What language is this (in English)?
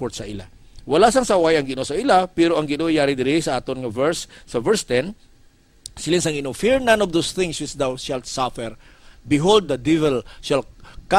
Hiligaynon